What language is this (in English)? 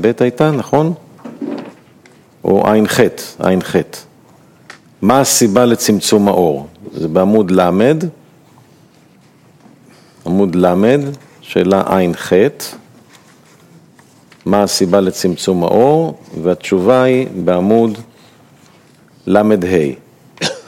Hebrew